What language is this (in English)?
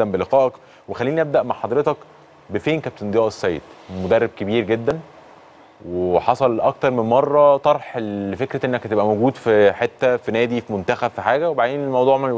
Egyptian Arabic